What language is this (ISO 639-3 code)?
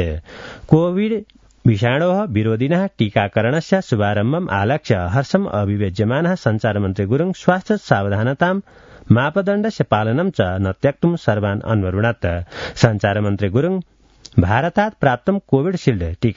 san